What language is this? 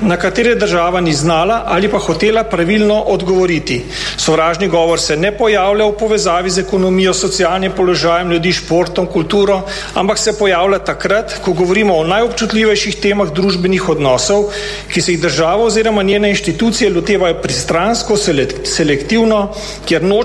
Slovenian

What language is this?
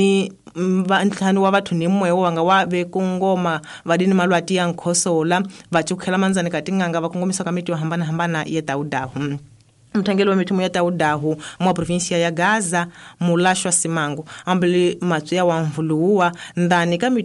Tsonga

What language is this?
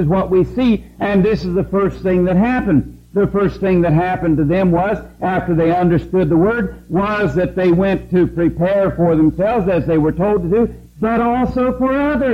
English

